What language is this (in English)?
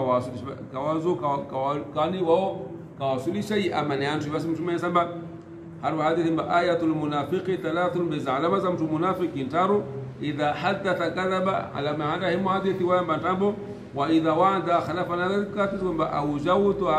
Swahili